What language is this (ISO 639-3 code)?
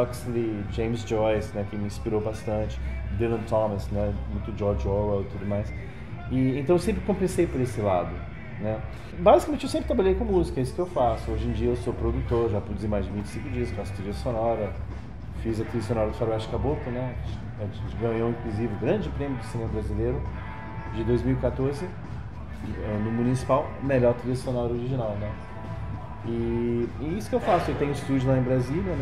por